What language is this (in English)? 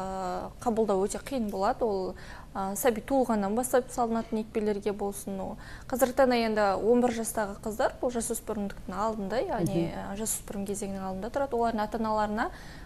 Kazakh